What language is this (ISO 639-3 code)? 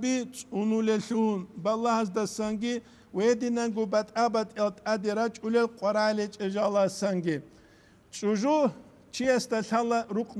ava